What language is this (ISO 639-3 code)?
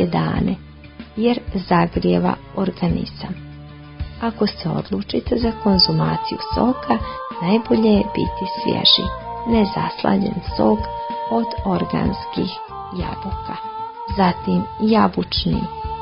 hrv